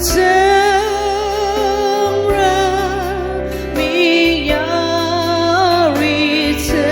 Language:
Ao Naga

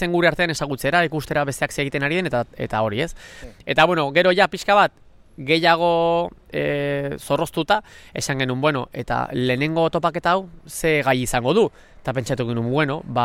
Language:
Basque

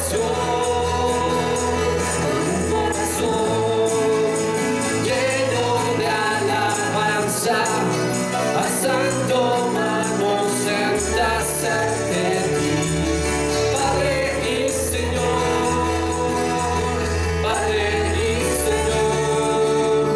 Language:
Spanish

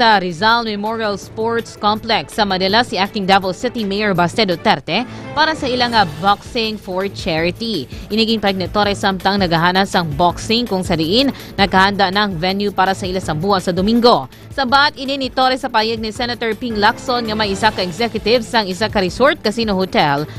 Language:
Hiligaynon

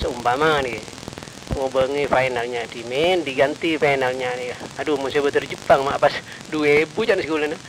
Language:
Madurese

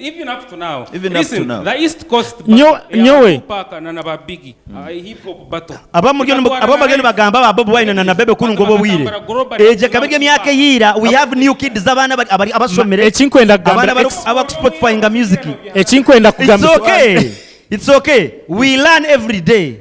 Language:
Nyankole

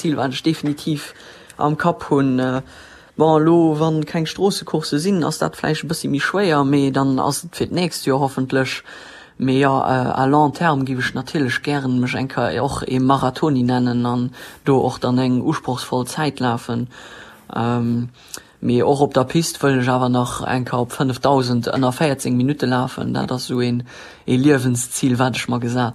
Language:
Luxembourgish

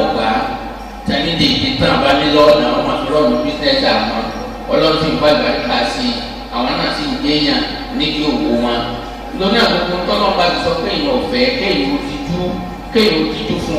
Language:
Yoruba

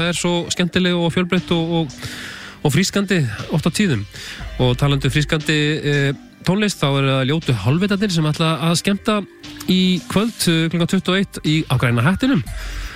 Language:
Icelandic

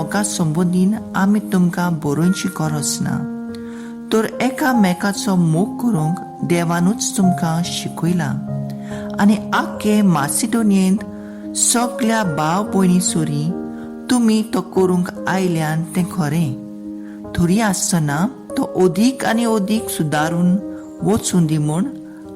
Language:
Konkani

